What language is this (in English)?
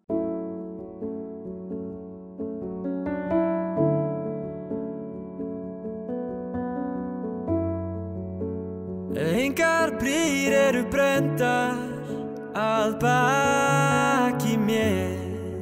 Icelandic